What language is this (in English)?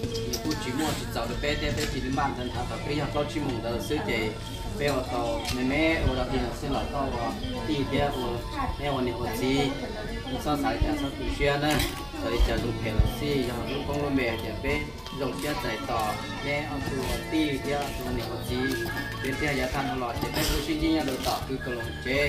Hmong